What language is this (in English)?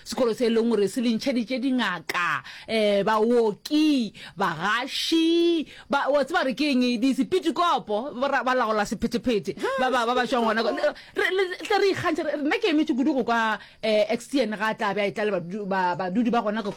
Northern Sotho